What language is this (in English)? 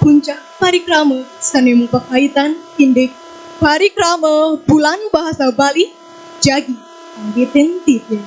Balinese